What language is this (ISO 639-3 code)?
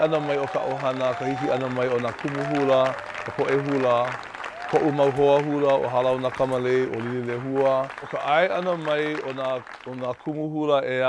haw